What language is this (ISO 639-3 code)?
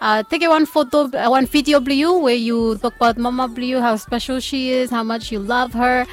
bis